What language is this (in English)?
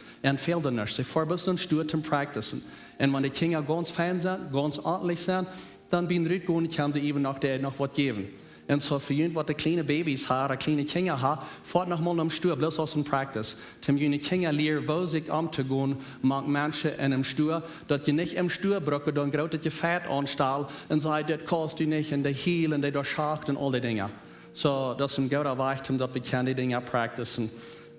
Plautdietsch